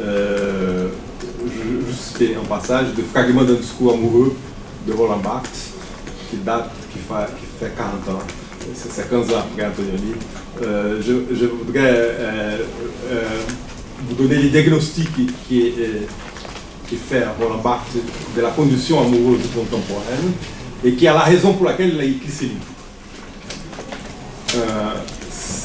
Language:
French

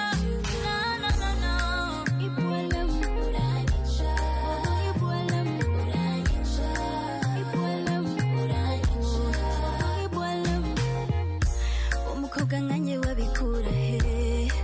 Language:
Kinyarwanda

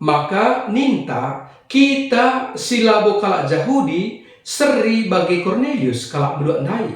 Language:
Batak Karo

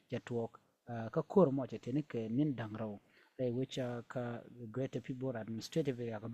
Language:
Nuer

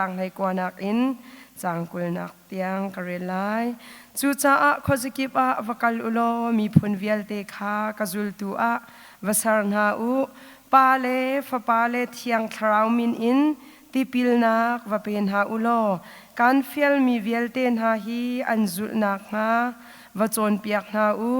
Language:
Hakha Chin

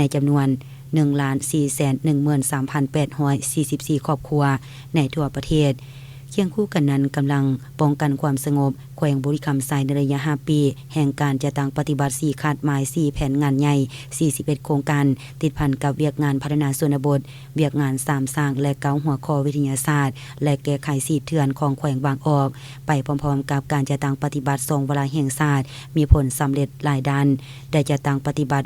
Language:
Lao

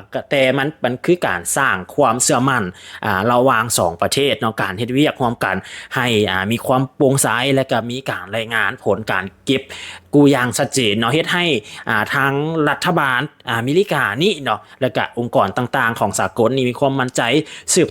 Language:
Lao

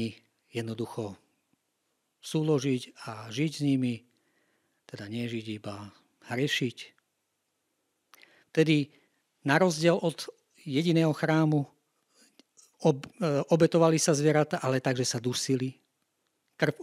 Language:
Slovak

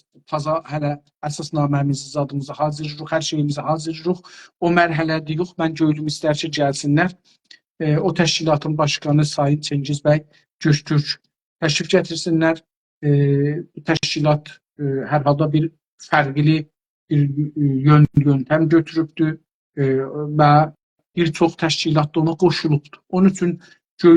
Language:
South Azerbaijani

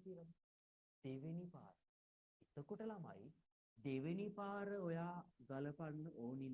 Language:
Sinhala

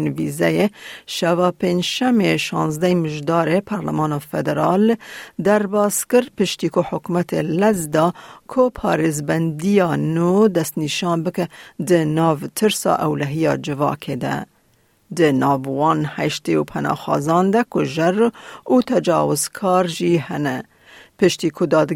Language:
Kurdish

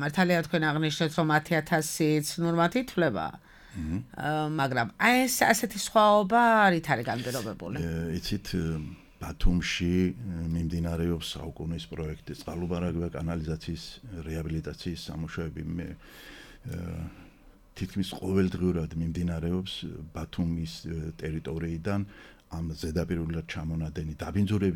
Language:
Georgian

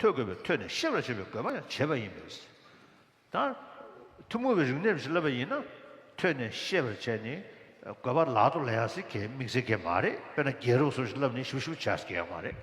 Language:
Tibetan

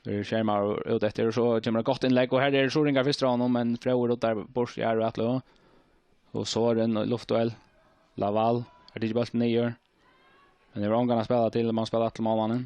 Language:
Faroese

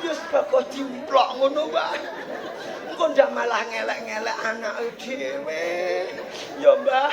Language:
Javanese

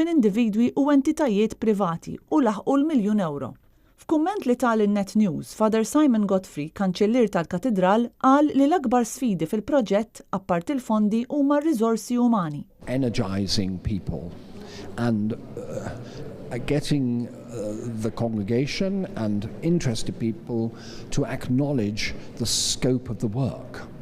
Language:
Maltese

